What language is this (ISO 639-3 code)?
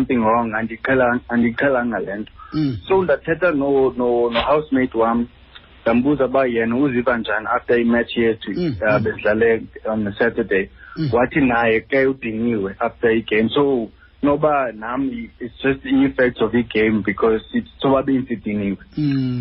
xho